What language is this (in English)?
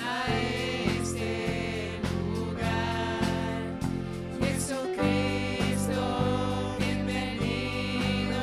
Plautdietsch